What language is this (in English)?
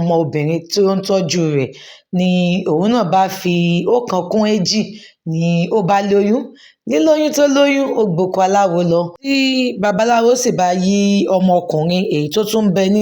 Yoruba